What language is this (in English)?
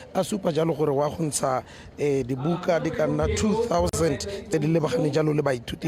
Tswana